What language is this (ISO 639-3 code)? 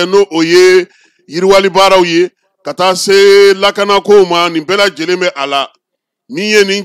bam